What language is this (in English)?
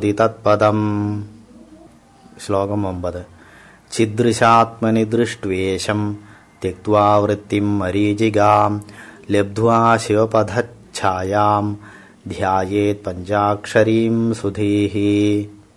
Sanskrit